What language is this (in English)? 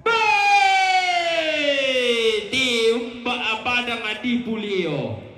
Toraja-Sa'dan